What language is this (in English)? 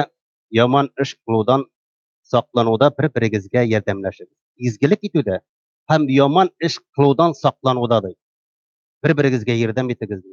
Tatar